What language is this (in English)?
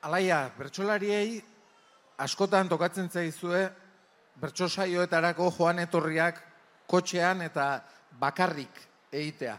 Basque